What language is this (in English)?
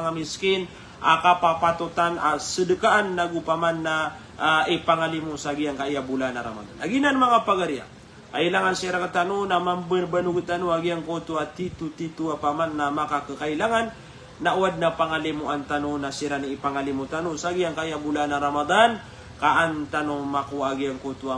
Maranao